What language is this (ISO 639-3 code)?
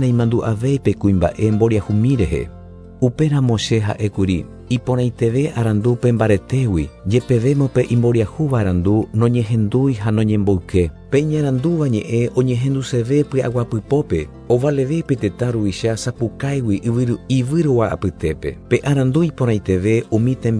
grn